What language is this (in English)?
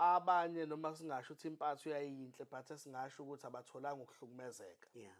Zulu